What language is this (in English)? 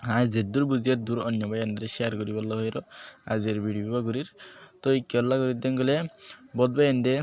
Rohingya